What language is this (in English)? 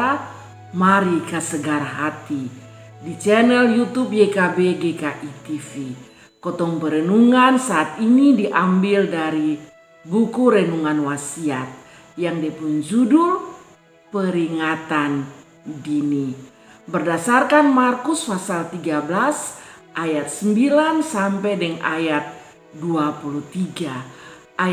Kupang Malay